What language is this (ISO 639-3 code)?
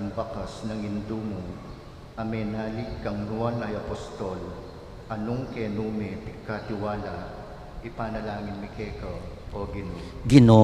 pam